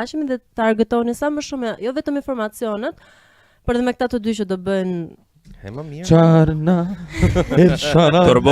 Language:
Albanian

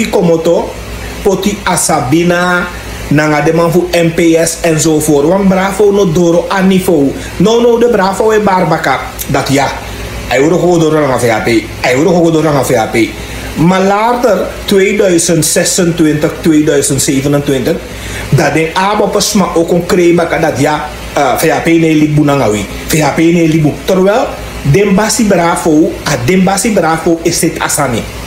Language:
Sranan Tongo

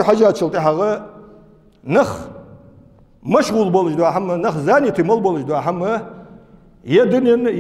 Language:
Ingush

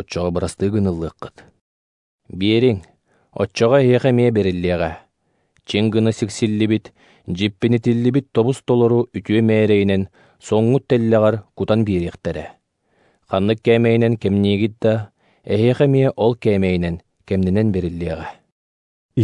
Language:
Yakut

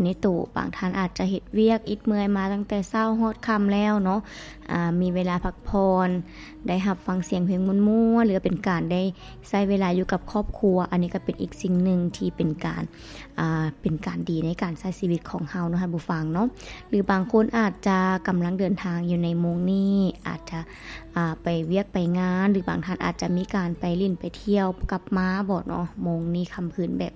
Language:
Lao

